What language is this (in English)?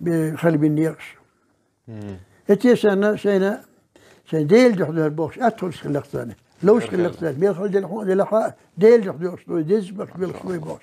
Chechen